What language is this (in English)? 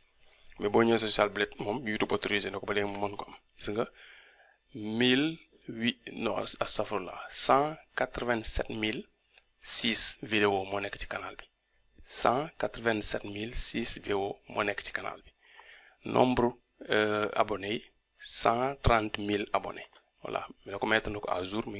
Wolof